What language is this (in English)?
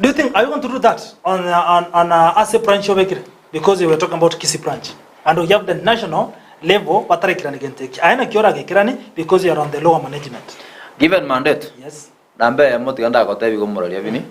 Gusii